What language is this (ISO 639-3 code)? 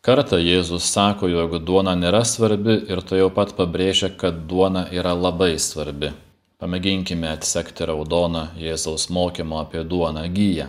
lit